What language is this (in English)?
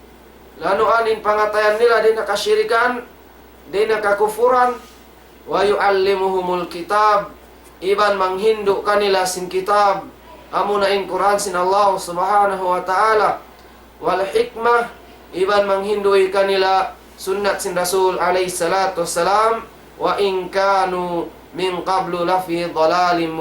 Tausug